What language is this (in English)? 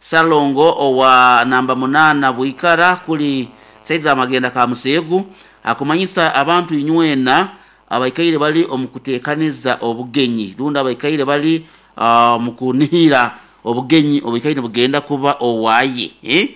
Nyoro